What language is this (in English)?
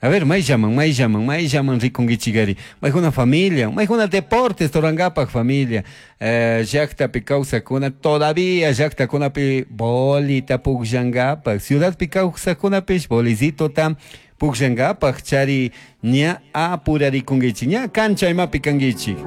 Chimborazo Highland Quichua